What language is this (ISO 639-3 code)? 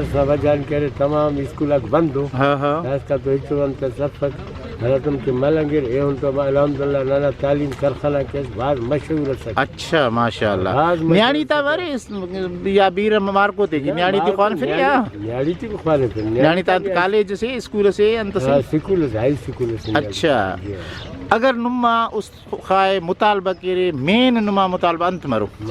brh